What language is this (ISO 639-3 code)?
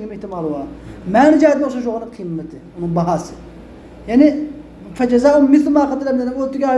uig